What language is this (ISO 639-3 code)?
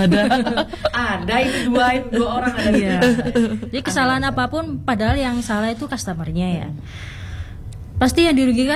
ind